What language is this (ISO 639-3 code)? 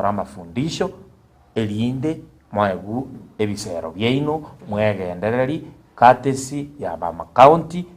guz